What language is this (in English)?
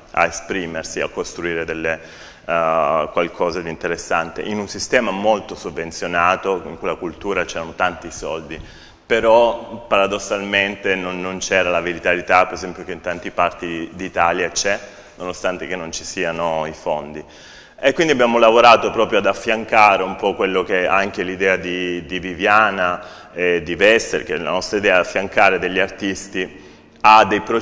Italian